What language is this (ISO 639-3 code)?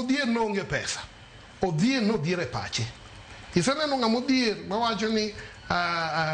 luo